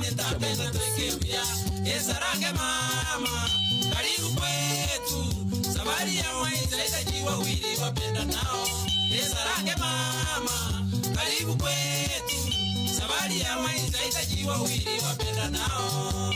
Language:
Gusii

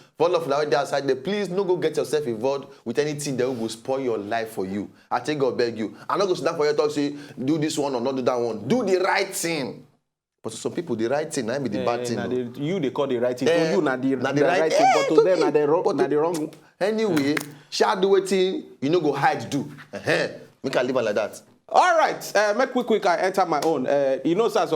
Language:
Nigerian Pidgin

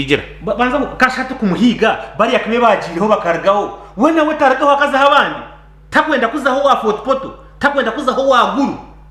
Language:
Nyankole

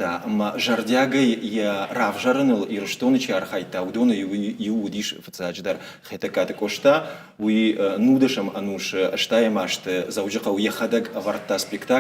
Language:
Ossetic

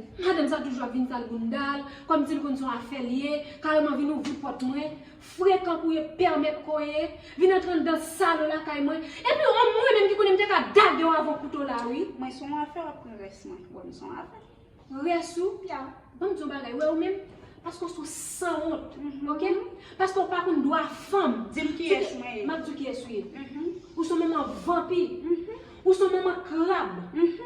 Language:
Haitian Creole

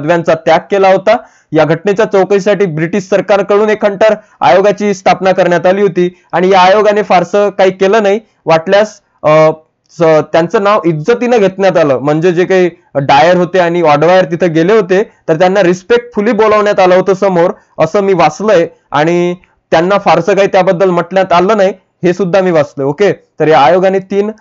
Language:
Marathi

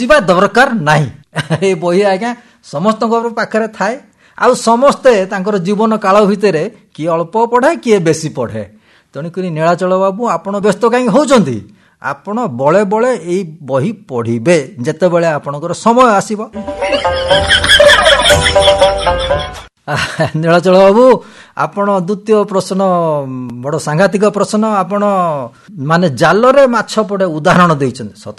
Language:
Odia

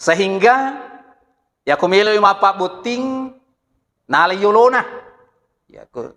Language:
Buginese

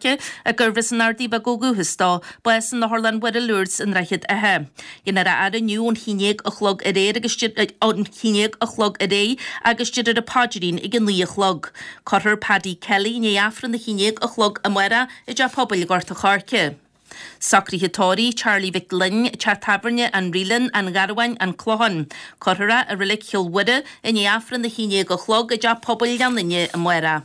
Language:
Irish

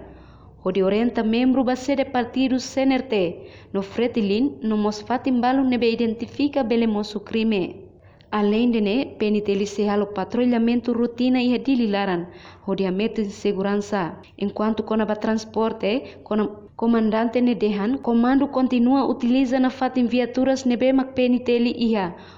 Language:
Tetum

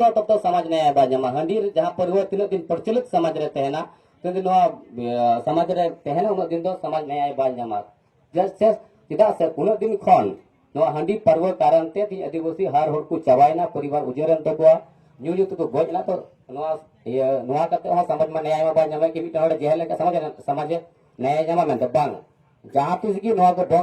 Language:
Santali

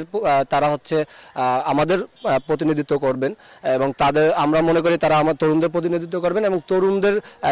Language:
Bangla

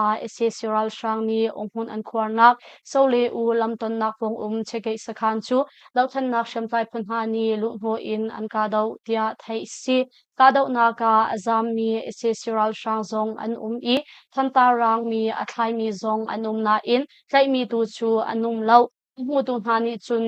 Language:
Hakha Chin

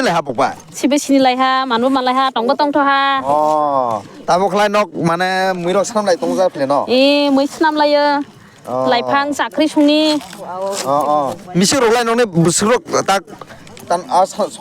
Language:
Kok Borok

